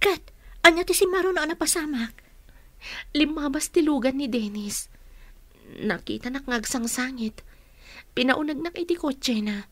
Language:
Iloko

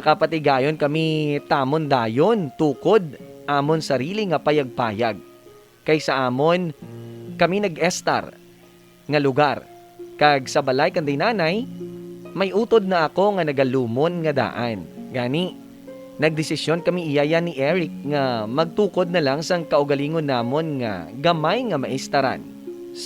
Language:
Hiligaynon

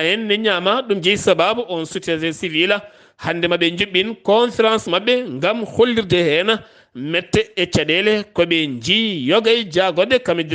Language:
Fula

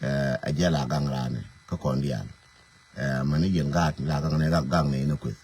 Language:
Nuer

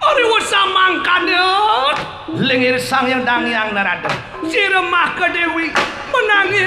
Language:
Balinese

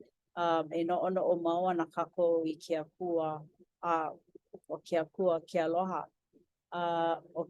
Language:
Hawaiian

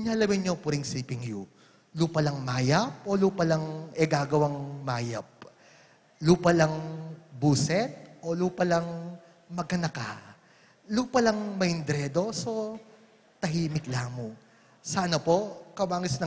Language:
Pampanga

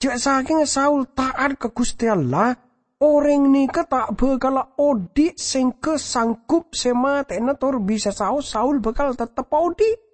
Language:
Madurese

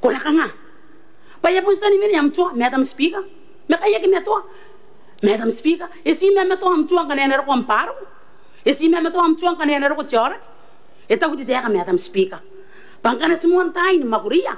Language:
Gilbertese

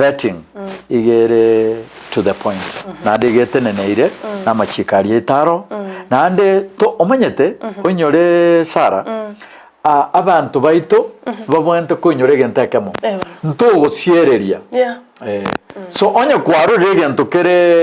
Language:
Gusii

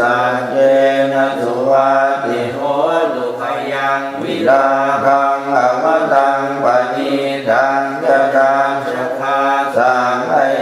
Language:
Pali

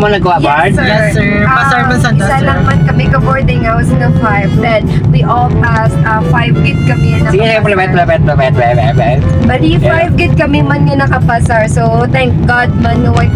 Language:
Hiligaynon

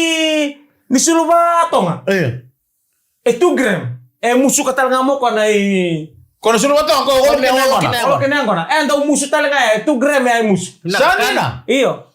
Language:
Fijian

